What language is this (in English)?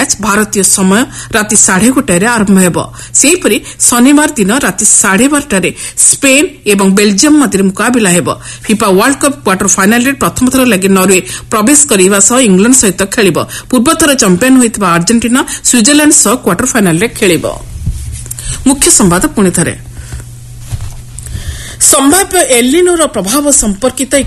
Odia